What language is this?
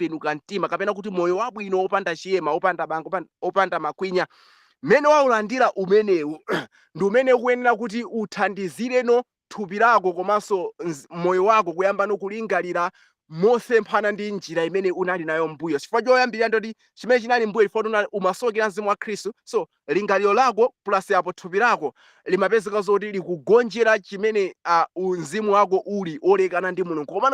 Nyanja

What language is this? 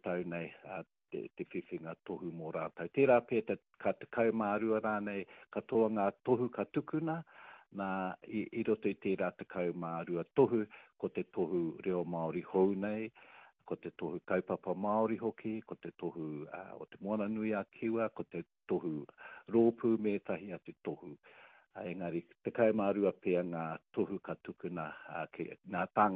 Māori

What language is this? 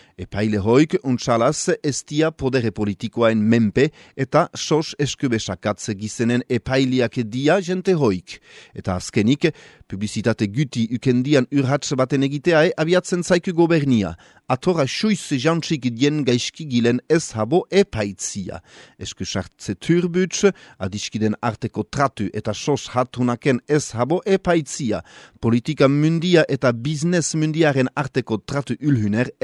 Basque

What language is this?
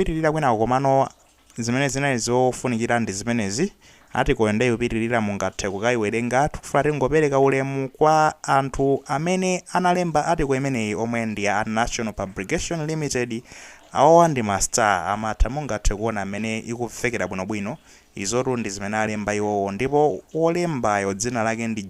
Nyanja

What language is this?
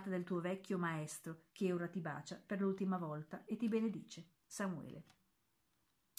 Italian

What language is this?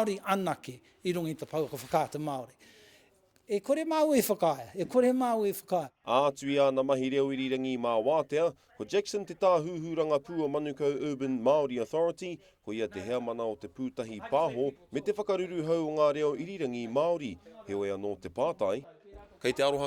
Māori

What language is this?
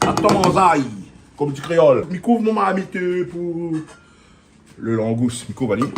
Réunion Creole French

